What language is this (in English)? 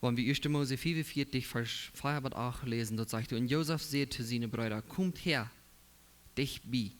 Plautdietsch